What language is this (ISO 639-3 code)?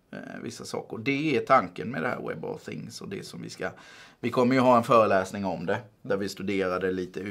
swe